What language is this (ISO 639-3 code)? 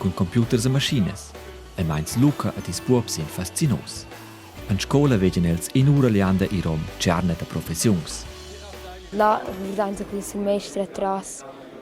roh